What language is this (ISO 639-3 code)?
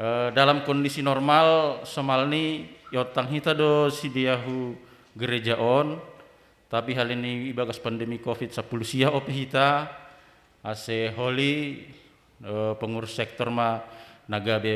bts